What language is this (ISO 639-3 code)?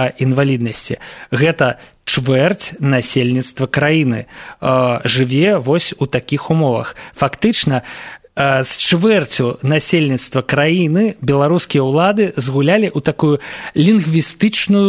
bel